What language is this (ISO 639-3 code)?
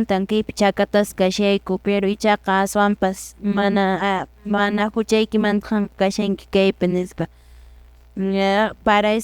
que